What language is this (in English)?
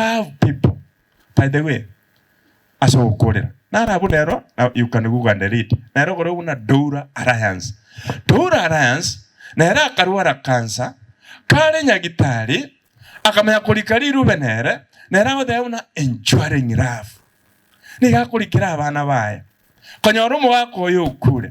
Gusii